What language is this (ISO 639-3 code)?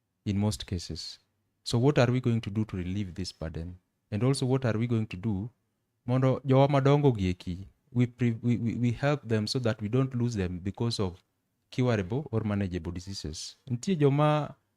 luo